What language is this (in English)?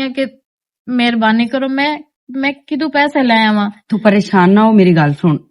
Western Panjabi